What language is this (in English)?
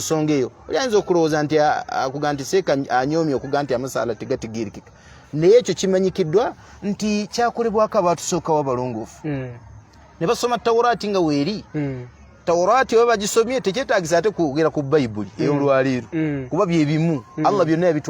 Ganda